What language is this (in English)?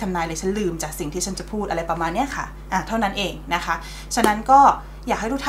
Thai